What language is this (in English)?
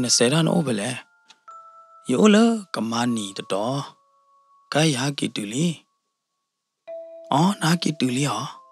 S'gaw Karen